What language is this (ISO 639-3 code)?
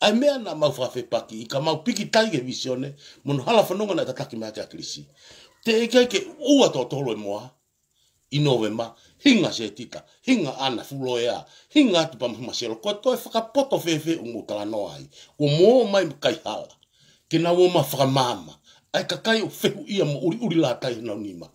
ton